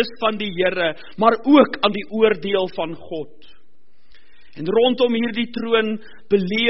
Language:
Afrikaans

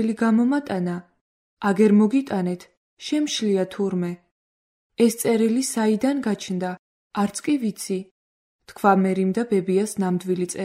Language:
Georgian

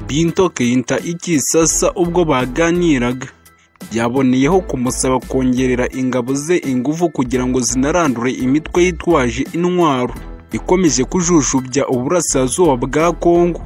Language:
Kinyarwanda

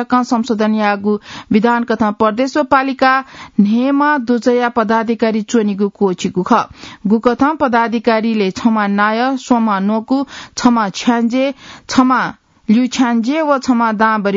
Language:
Newari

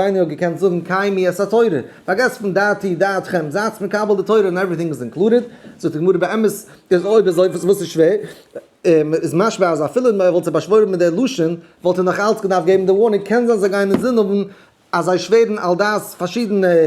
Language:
Yiddish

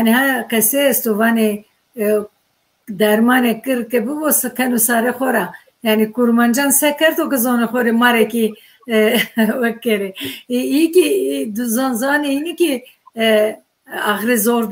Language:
Zaza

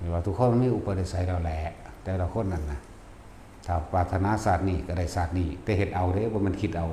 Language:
Northeastern Thai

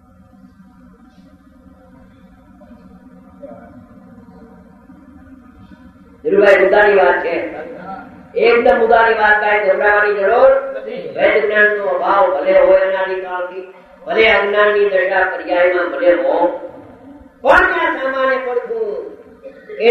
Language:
Gujarati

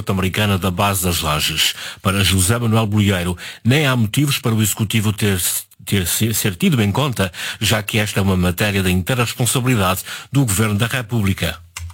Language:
Portuguese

